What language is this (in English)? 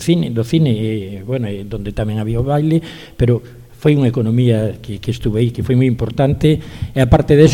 Galician